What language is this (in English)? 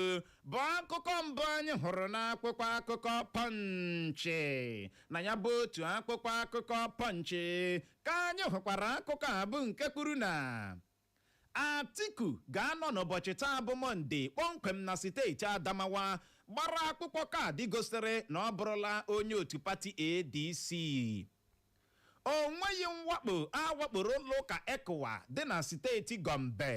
Igbo